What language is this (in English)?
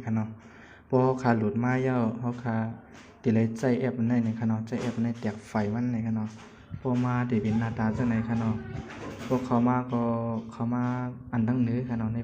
Shan